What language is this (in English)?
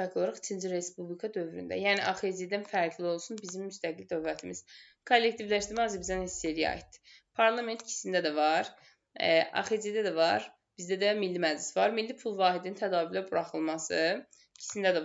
Azerbaijani